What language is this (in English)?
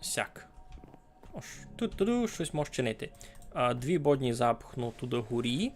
Rusyn